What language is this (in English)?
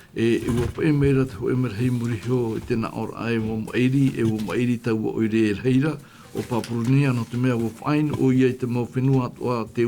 Tahitian